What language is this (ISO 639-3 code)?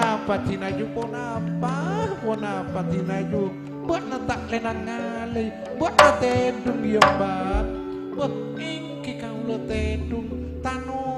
mad